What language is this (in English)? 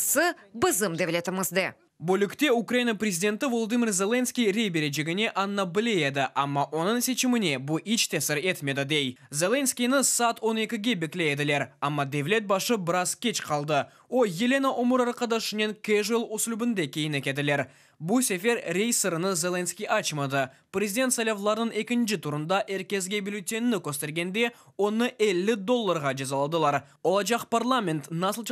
Crimean Tatar